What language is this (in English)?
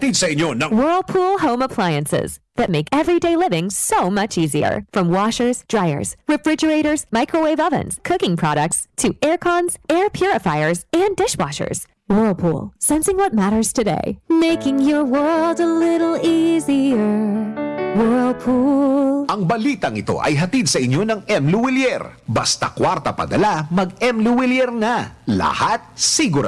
Bikol